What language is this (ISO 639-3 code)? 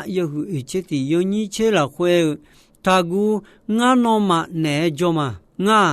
ahk